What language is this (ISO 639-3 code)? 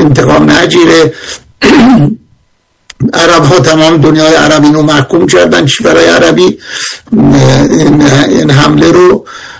fas